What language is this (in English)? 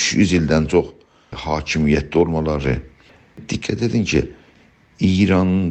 South Azerbaijani